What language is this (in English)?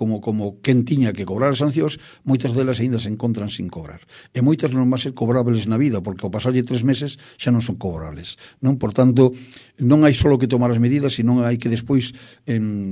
Galician